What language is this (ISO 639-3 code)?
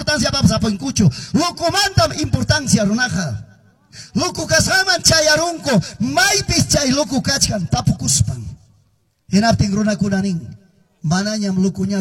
que